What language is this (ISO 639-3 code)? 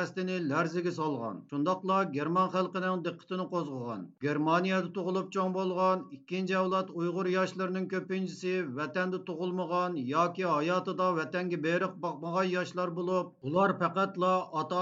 uig